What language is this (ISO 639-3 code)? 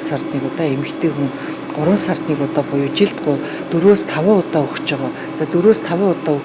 mon